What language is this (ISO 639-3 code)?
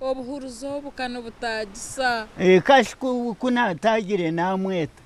nyn